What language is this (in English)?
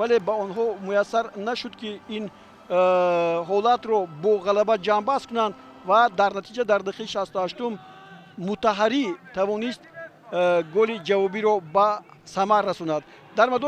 Tajik